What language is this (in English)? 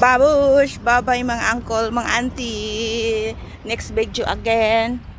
Cebuano